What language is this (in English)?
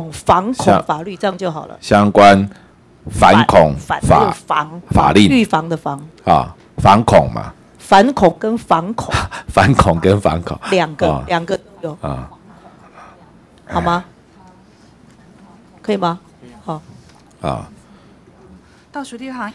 Chinese